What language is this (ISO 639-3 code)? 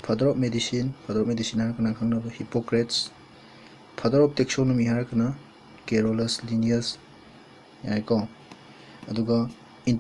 mni